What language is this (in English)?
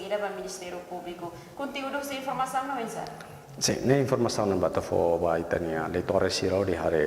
Tetum